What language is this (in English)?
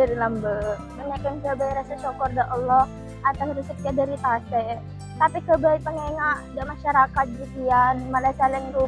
Madurese